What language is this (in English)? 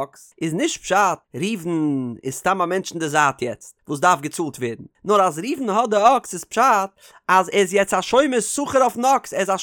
Yiddish